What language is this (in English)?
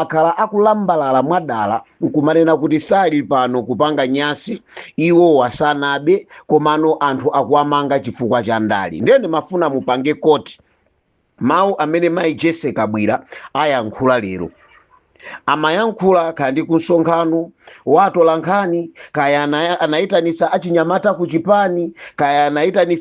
Nyanja